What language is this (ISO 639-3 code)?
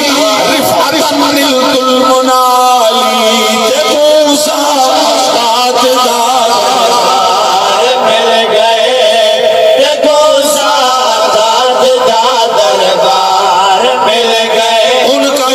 skr